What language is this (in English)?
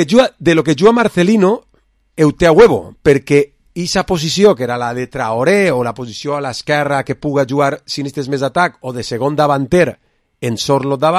Catalan